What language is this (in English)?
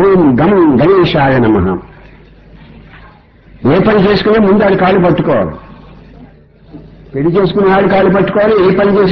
Telugu